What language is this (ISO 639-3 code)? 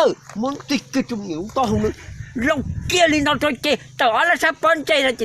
hmn